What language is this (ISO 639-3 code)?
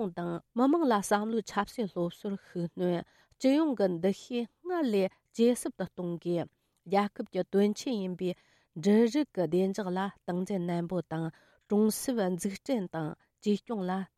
bod